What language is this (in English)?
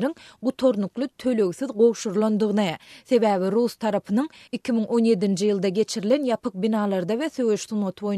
Turkmen